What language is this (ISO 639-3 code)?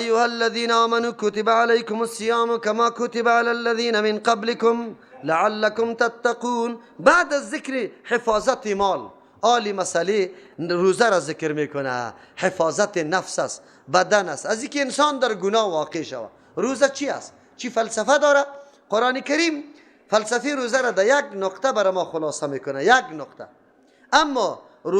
fas